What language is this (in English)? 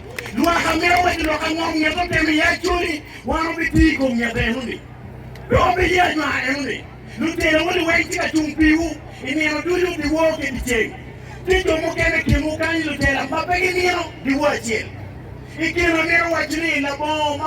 Acoli